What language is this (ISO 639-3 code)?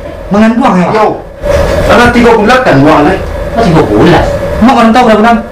min